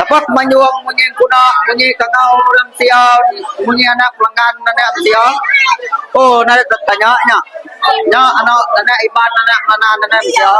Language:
Iban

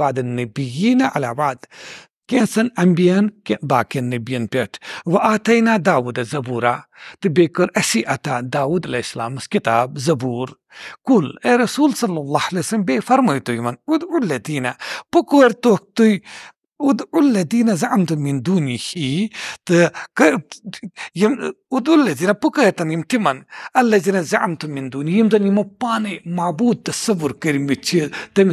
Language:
Kashmiri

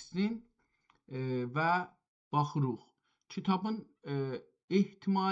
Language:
South Azerbaijani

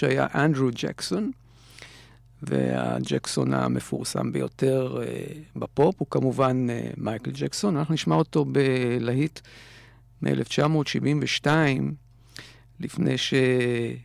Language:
Hebrew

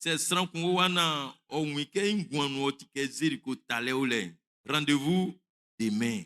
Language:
Baoulé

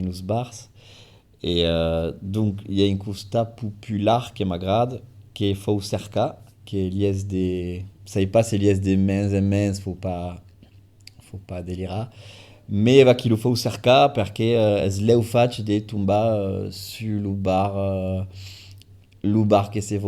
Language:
Occitan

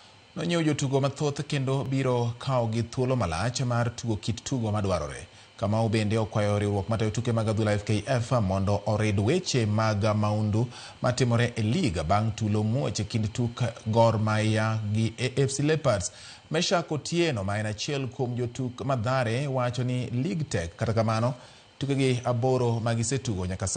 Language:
Luo (Kenya and Tanzania)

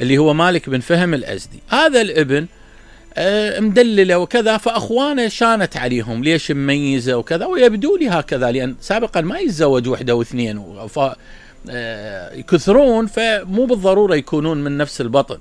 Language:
Mesopotamian Arabic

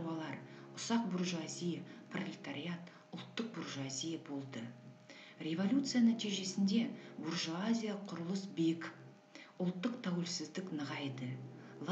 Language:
Kazakh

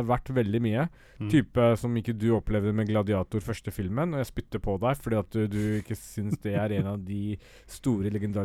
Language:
Norwegian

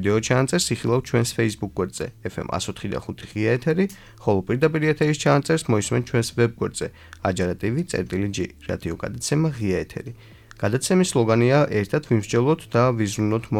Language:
Georgian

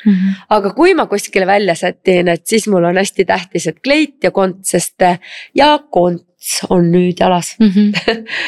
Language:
Estonian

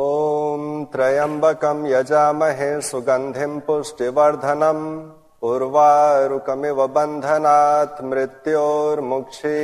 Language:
Sanskrit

